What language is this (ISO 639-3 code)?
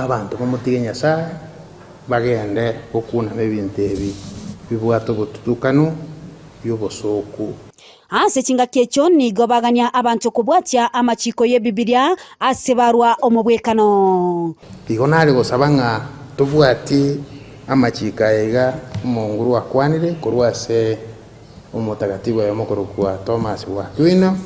guz